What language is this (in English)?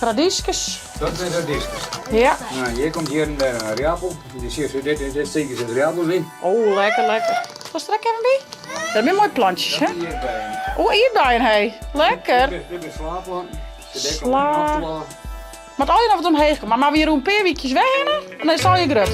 Western Frisian